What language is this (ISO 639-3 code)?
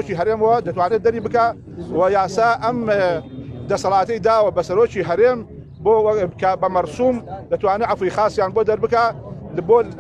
ckb